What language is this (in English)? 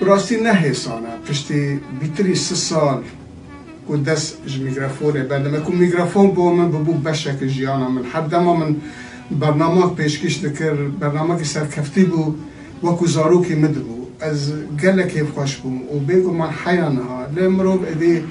Kurdish